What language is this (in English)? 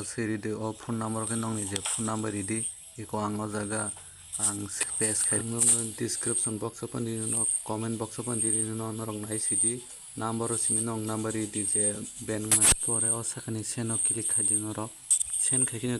Kok Borok